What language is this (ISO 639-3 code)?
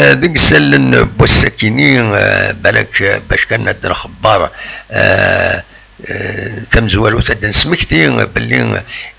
kab